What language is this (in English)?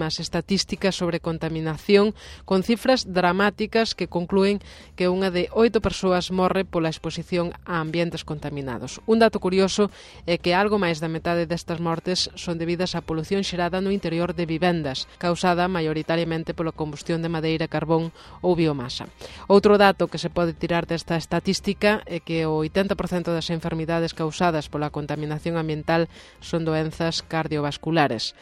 Galician